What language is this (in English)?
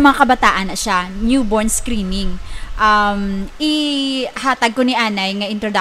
Hiligaynon